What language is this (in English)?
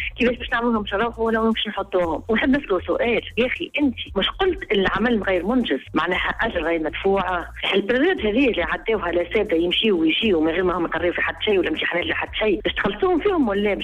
Tunisian Arabic